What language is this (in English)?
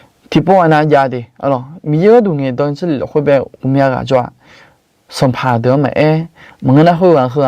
Akha